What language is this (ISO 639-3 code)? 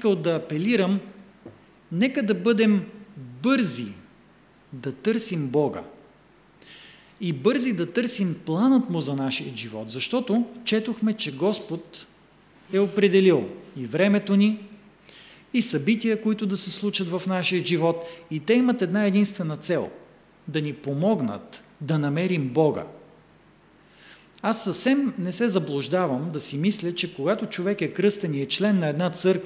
bul